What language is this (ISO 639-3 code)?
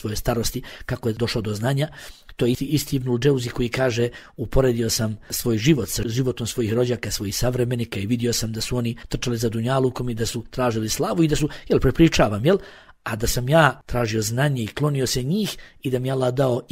bos